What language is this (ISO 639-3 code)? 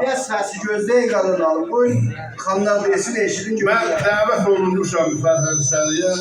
azb